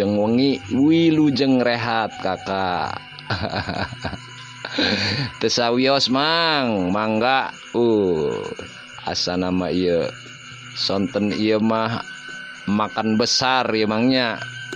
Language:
Sundanese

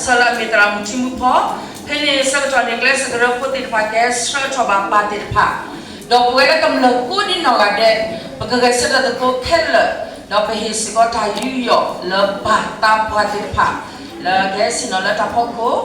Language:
S'gaw Karen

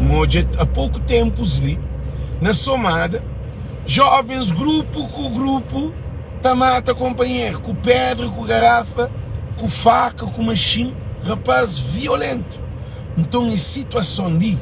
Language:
Kabuverdianu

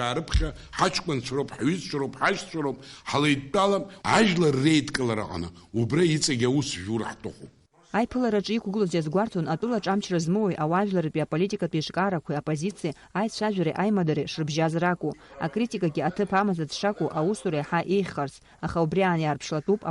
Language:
Abkhazian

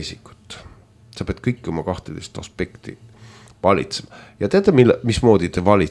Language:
Estonian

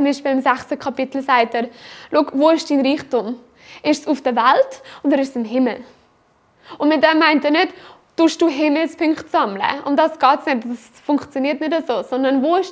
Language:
Swiss German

